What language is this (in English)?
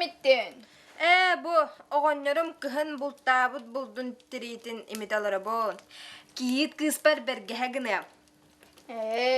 Yakut